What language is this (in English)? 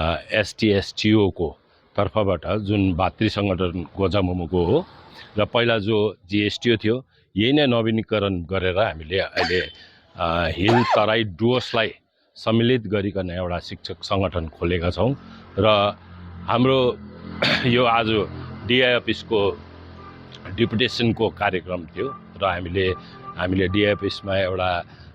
Nepali